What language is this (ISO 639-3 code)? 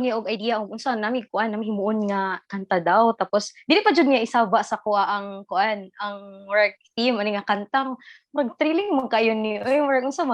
ceb